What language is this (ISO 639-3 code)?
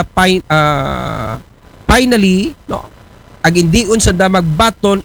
akl